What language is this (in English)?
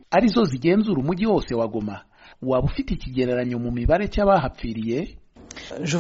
Kinyarwanda